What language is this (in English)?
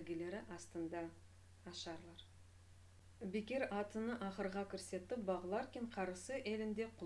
Crimean Tatar